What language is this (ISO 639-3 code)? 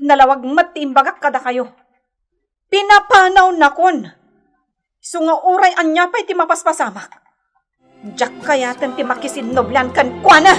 ilo